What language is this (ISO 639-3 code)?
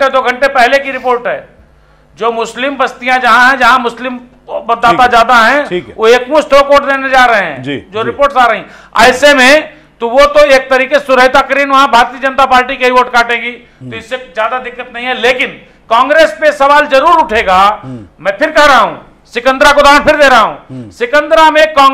hin